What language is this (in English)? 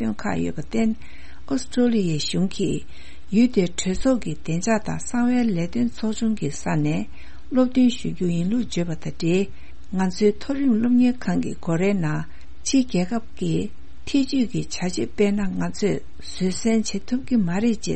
Tibetan